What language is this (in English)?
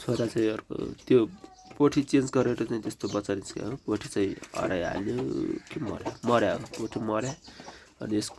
Nepali